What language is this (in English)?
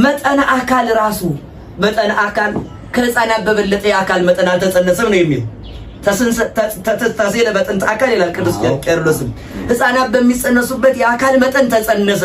Amharic